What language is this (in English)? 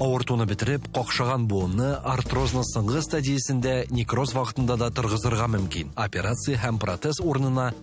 Tatar